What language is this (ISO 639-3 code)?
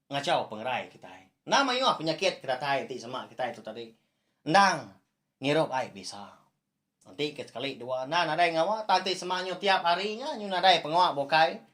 iba